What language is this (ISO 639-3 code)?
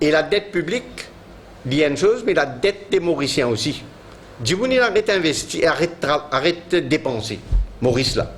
mfe